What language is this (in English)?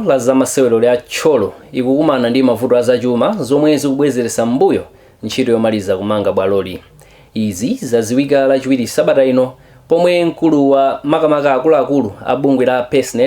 Nyanja